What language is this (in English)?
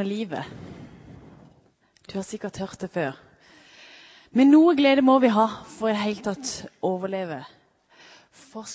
Norwegian